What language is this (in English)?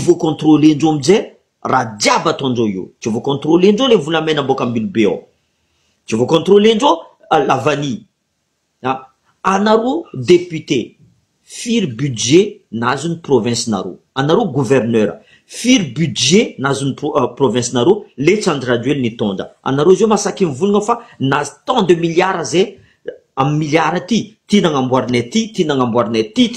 Malagasy